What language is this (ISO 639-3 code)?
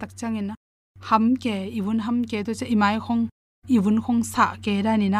ctd